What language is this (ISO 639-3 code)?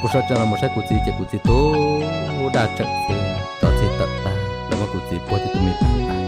hmn